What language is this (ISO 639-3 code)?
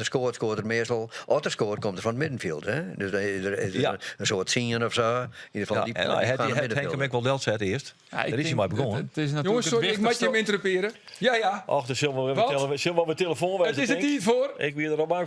fry